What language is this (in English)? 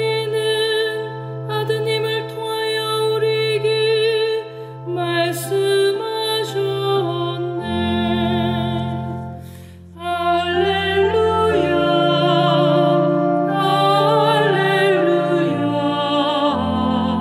Korean